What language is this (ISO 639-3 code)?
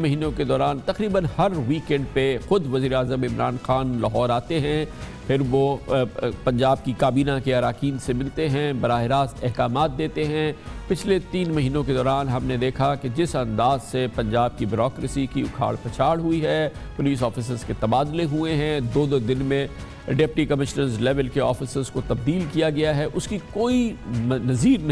urd